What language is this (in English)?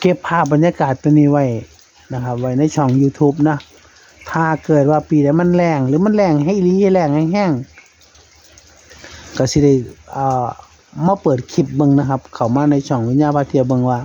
Northeastern Thai